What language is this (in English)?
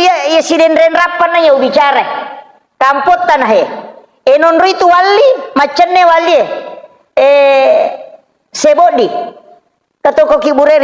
Buginese